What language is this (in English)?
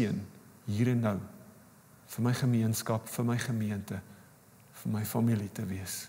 Afrikaans